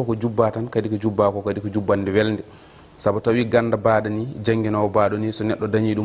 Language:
Fula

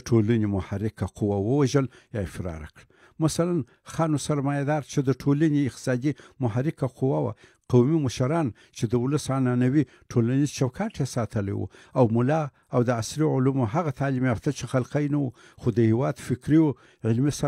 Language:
Pashto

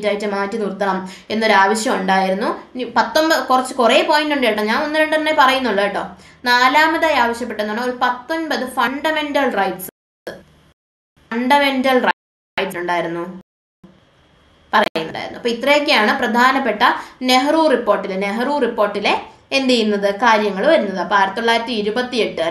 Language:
Malayalam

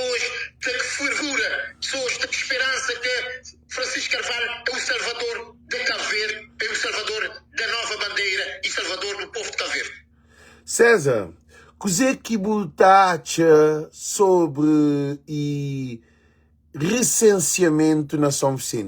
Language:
Kabuverdianu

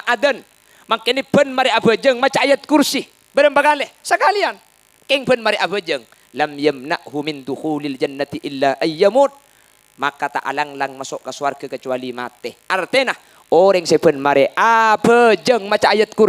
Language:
Madurese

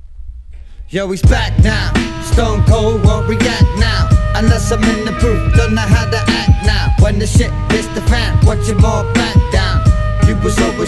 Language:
English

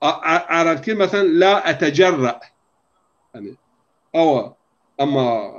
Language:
Zaza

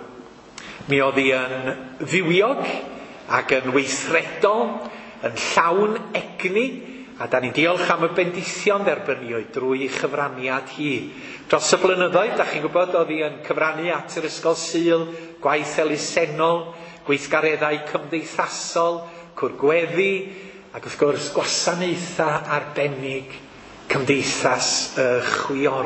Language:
Welsh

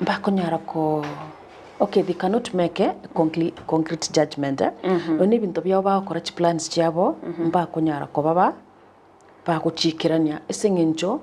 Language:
Gusii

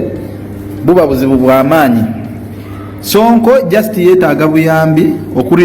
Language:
Ganda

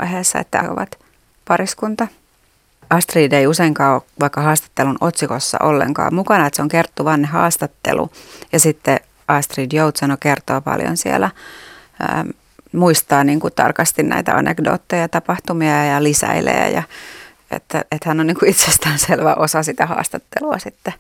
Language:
Finnish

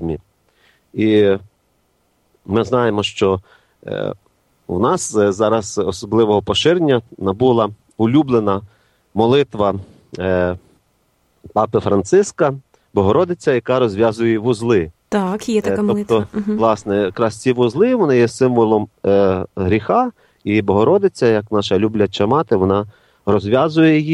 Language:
Ukrainian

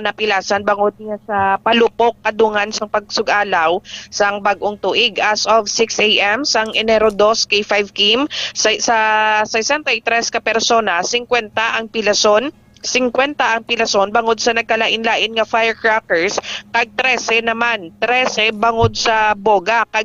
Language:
Hiligaynon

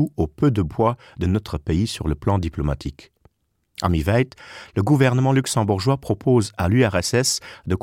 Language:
Luxembourgish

